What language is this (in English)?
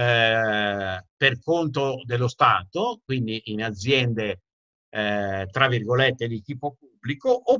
Italian